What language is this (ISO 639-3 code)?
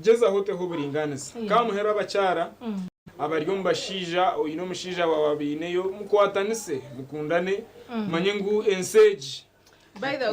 nyn